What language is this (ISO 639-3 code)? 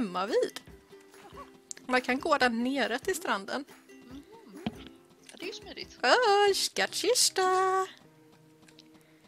swe